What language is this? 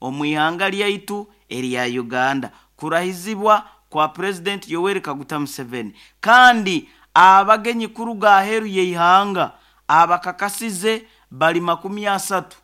Nyoro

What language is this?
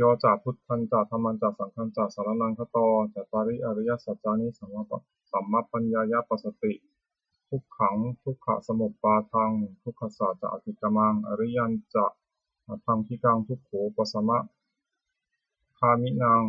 Pali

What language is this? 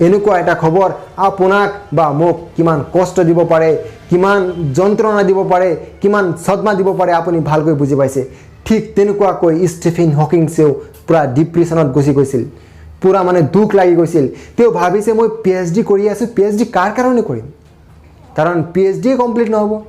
Assamese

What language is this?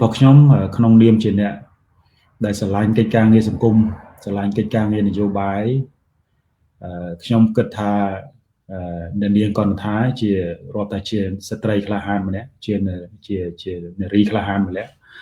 Khmer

